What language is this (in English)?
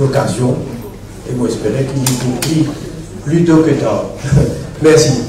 Morisyen